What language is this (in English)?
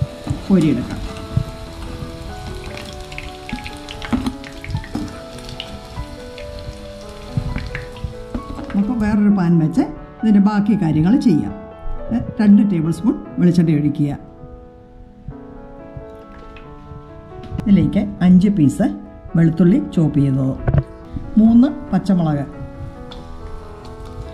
Malayalam